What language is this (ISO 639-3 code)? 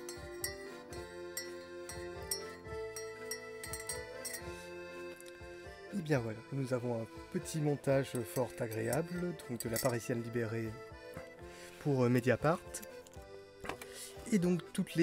fra